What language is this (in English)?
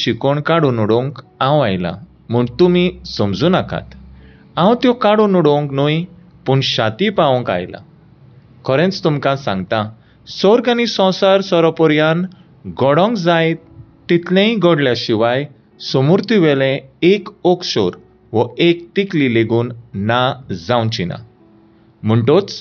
Konkani